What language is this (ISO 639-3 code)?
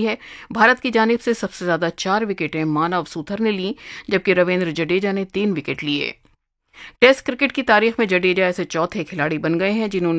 urd